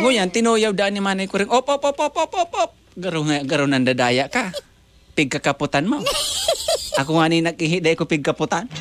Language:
Bikol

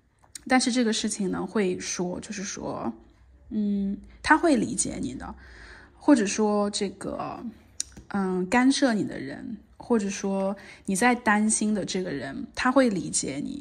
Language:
Chinese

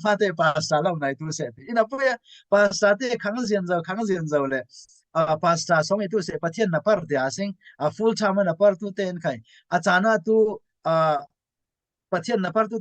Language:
Falam Chin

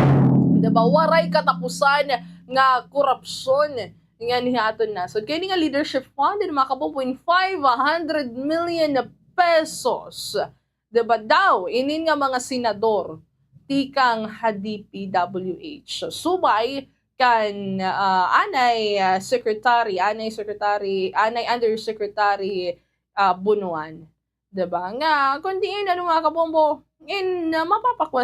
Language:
Waray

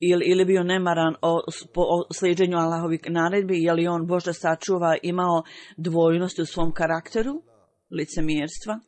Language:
Bosnian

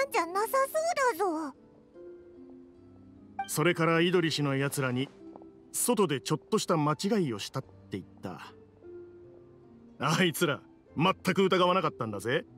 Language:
Japanese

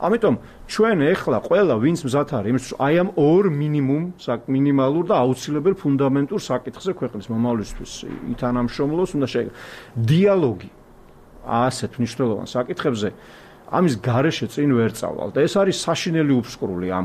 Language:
Georgian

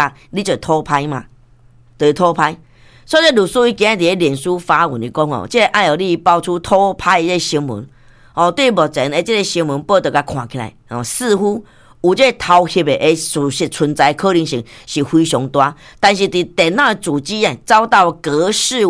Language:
Min Nan Chinese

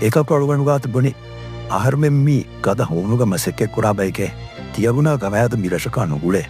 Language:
Divehi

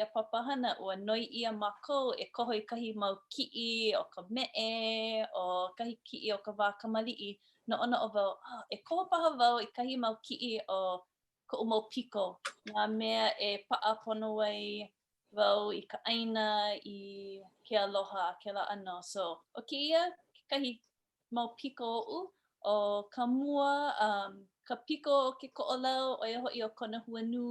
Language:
Hawaiian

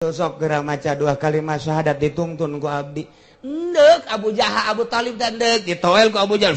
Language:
Sundanese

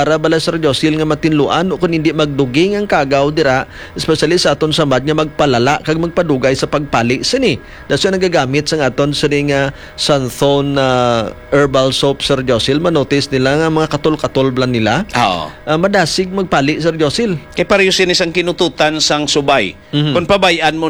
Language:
Hiligaynon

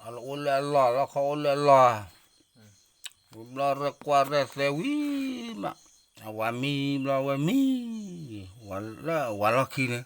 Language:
S'gaw Karen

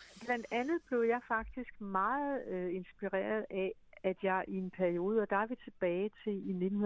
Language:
Danish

